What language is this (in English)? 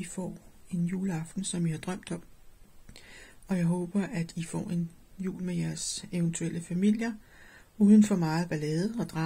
Danish